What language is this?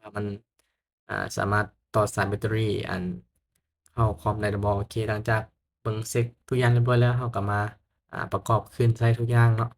Lao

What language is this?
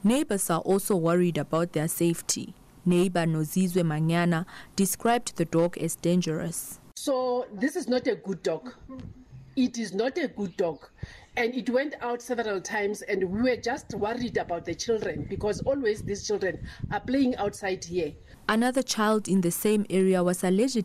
English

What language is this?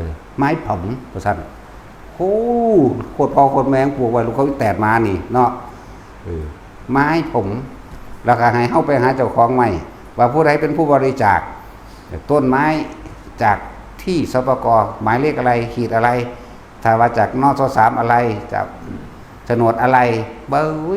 Northeastern Thai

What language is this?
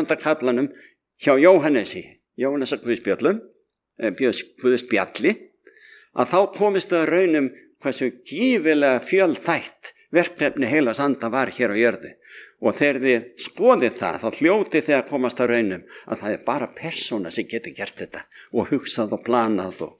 Icelandic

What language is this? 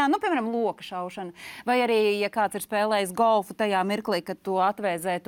Latvian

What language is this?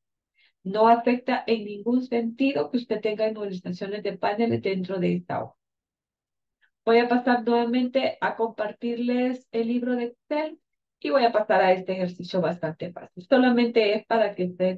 Spanish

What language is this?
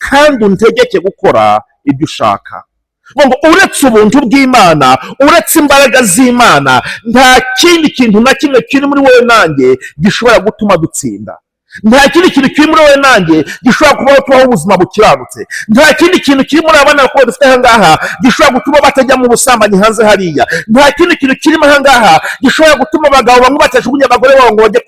Kinyarwanda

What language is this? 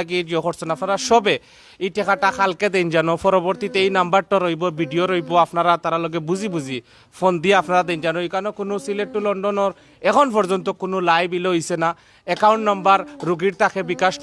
Sylheti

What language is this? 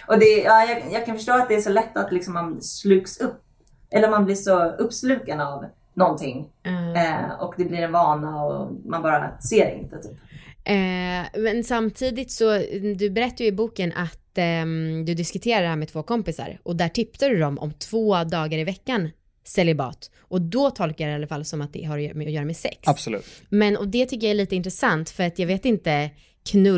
Swedish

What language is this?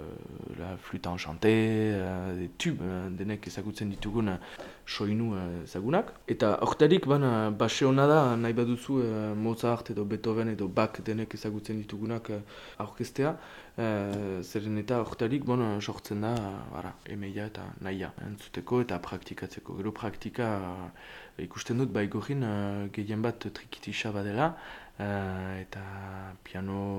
Basque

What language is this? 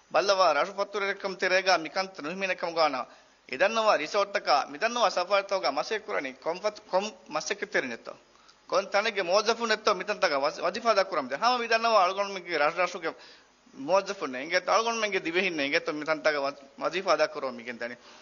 Divehi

